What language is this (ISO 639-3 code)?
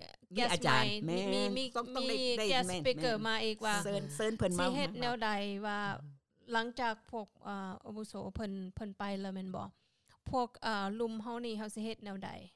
lao